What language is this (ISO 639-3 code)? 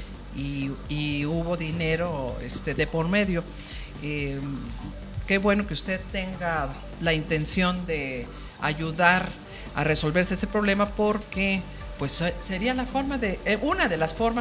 spa